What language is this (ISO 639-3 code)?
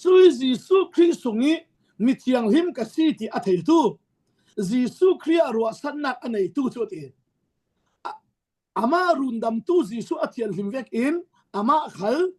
cfm